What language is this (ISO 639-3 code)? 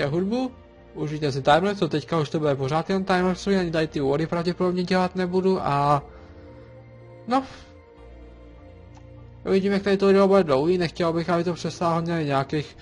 ces